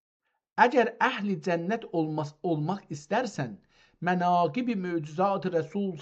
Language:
South Azerbaijani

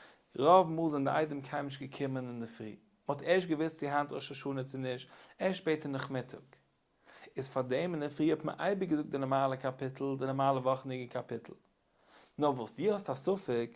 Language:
Yiddish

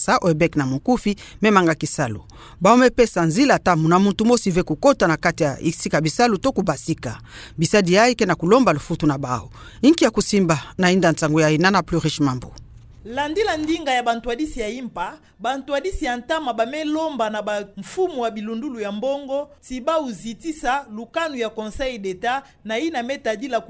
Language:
Kituba (Democratic Republic of Congo)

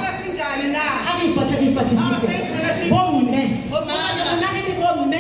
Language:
Tswana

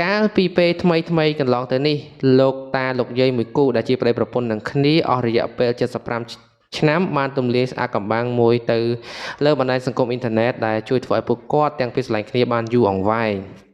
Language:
Khmer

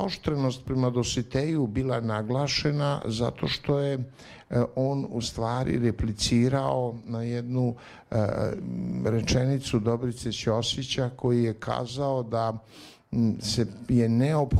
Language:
Serbian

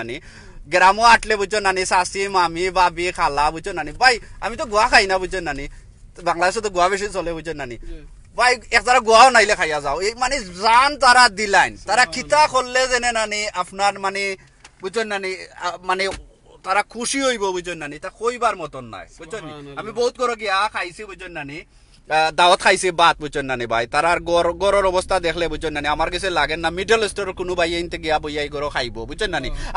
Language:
Sylheti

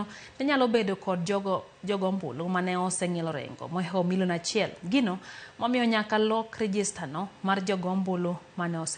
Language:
Luo (Kenya and Tanzania)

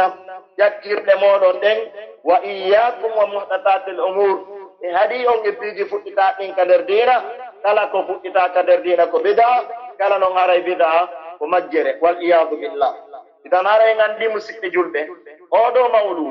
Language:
Pular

